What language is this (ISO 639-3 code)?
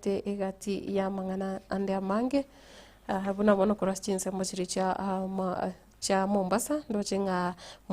guz